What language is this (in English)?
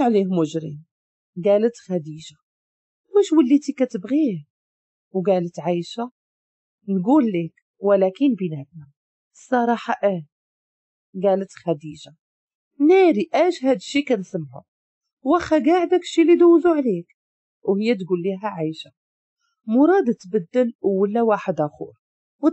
Moroccan Arabic